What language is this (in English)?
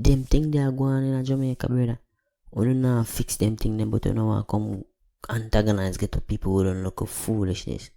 Jamaican Creole English